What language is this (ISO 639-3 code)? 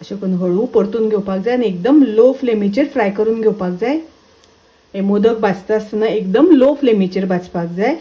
kok